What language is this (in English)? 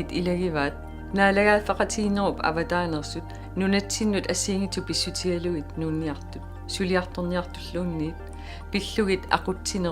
Kalaallisut